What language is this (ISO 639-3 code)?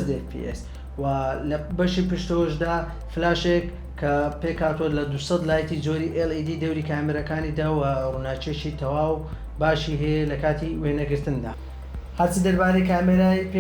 ckb